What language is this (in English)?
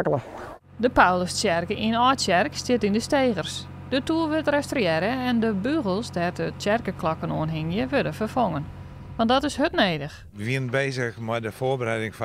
Western Frisian